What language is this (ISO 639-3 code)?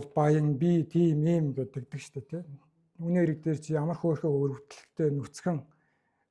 mon